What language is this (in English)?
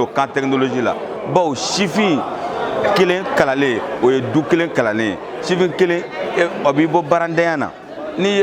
Bambara